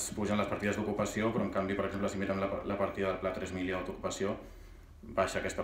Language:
Catalan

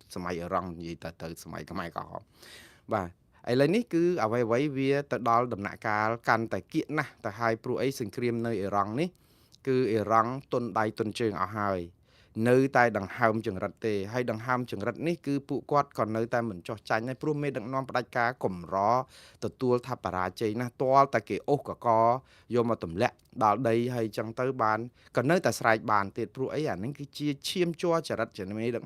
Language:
Khmer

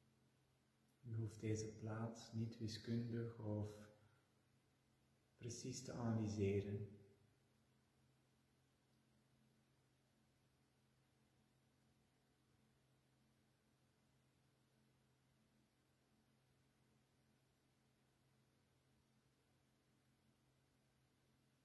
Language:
Dutch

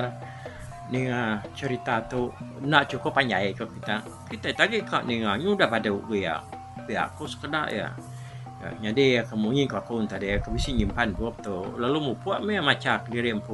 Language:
Iban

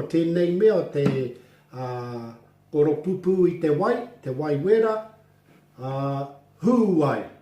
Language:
Māori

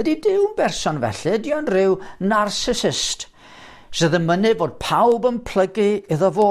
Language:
Welsh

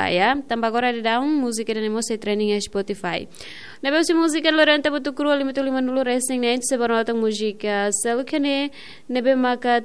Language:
Tetum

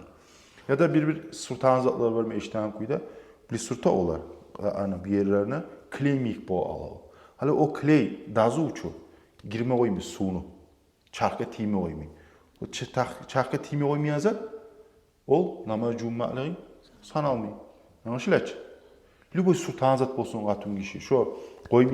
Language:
Kumyk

